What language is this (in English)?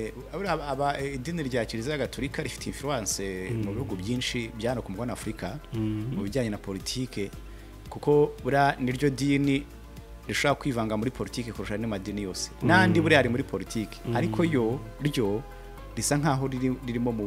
Kinyarwanda